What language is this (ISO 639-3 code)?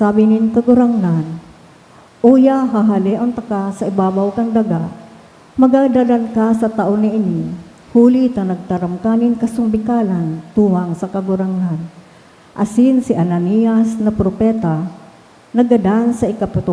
bik